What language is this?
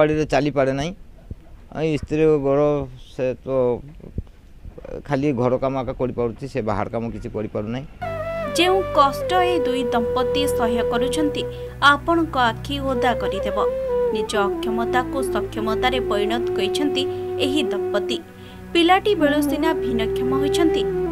Odia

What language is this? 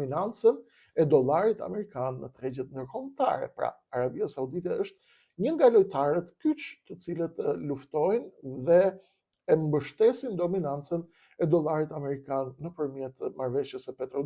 Albanian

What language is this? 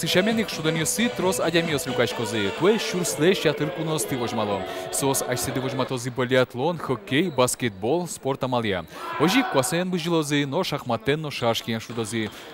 Udmurt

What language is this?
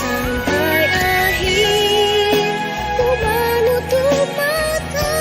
Batak Simalungun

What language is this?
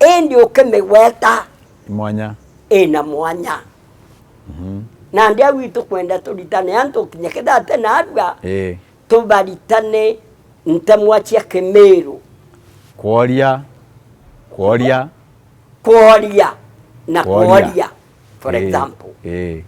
Meru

